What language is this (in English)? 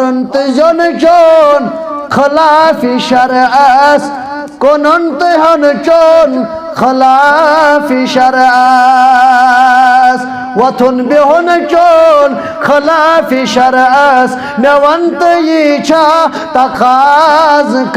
Kashmiri